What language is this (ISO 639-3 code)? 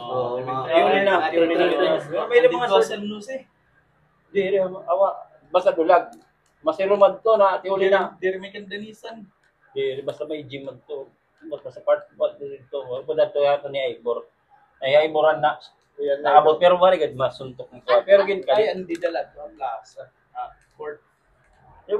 war